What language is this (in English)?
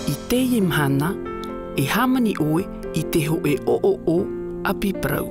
Tahitian